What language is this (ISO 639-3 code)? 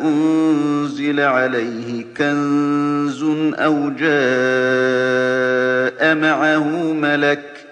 glg